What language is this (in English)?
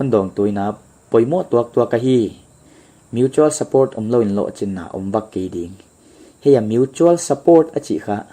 Paite Chin